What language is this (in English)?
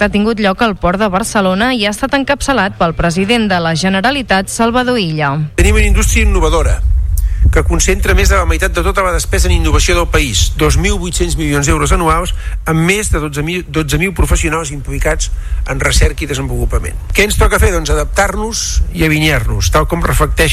Catalan